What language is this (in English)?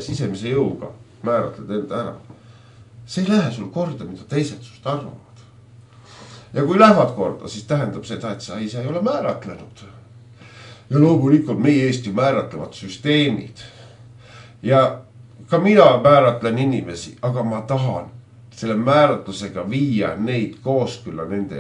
Estonian